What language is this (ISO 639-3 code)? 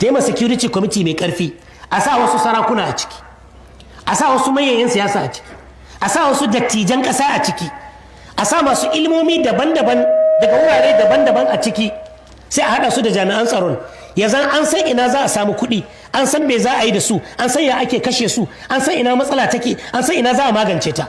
hau